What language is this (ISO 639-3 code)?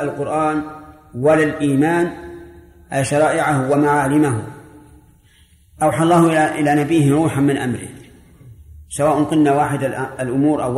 ara